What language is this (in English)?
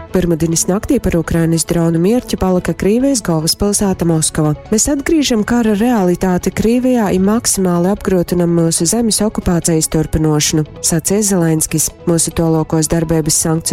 Latgalian